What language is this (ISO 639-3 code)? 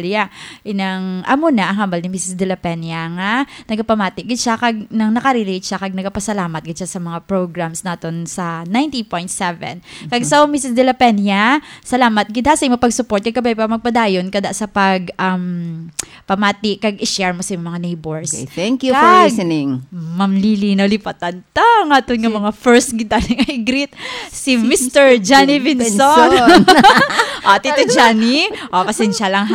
hil